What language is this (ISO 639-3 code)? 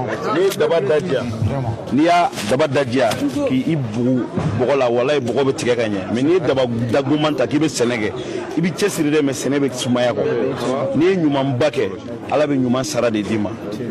bam